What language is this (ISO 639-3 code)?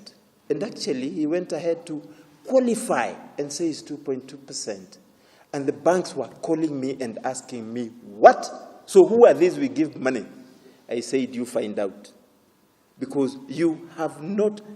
kik